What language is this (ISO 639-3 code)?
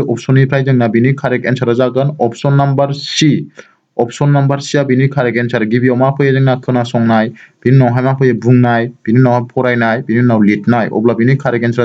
brx